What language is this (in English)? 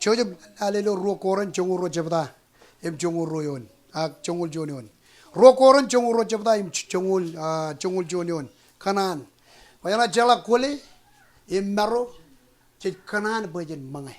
Marshallese